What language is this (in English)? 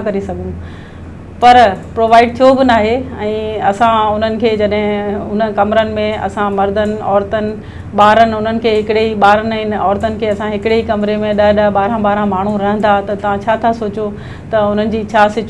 Sindhi